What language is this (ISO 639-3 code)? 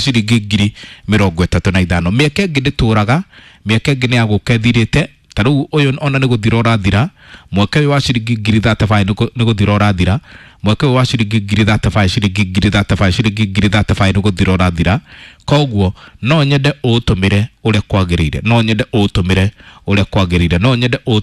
kik